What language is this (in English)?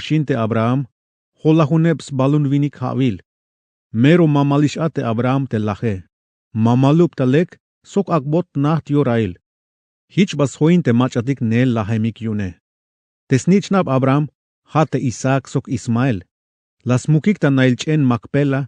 Tzeltal